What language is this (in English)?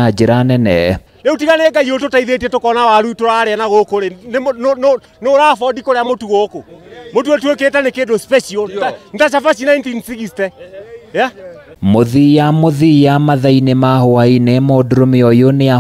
Kikuyu